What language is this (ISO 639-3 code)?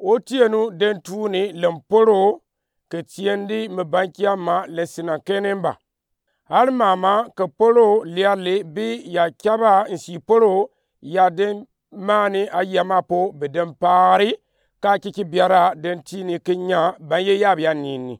gux